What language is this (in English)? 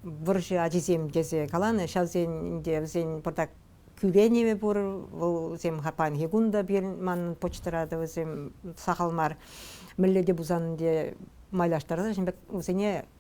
Chuvash